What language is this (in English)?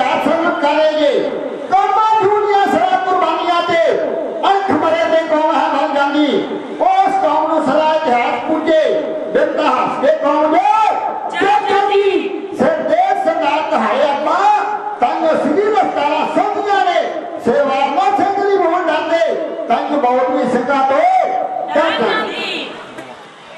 Punjabi